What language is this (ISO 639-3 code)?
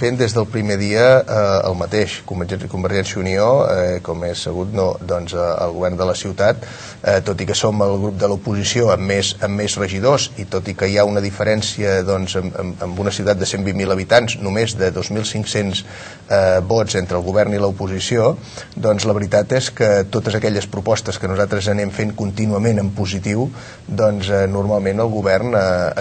cat